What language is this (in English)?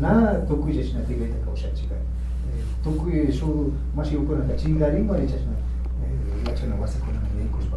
Imbabura Highland Quichua